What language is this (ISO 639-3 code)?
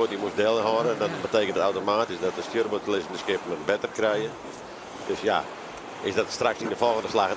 fry